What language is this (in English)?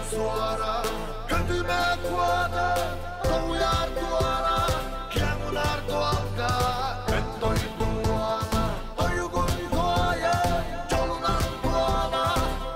Yakut